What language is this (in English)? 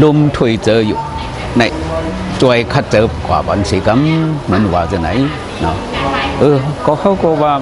Shan